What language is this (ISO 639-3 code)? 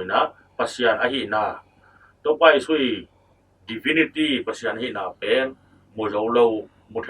ctd